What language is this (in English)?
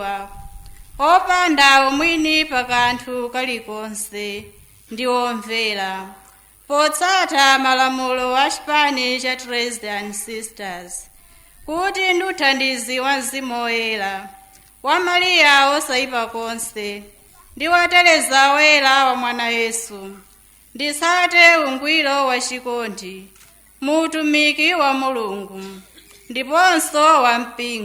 Nyanja